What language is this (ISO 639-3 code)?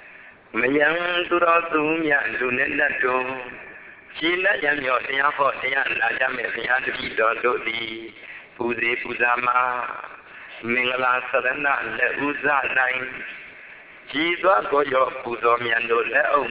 mya